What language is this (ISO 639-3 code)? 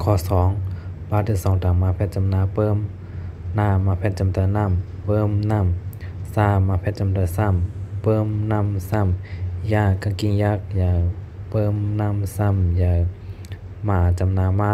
shn